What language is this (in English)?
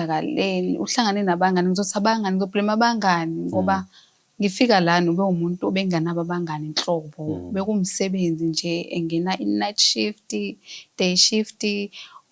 Zulu